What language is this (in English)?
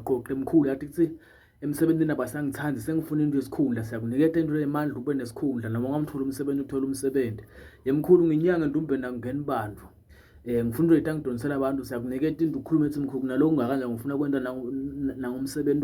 Zulu